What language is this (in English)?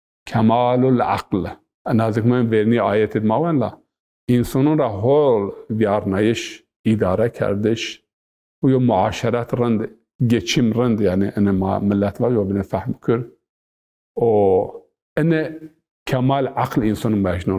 Zaza